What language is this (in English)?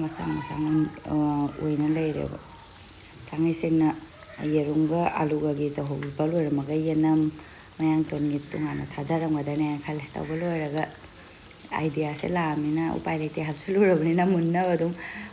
Manipuri